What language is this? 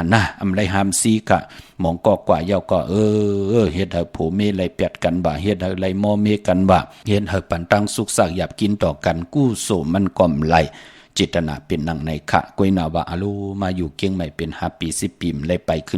Shan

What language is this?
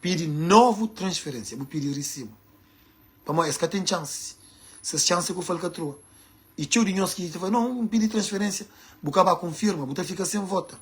Kabuverdianu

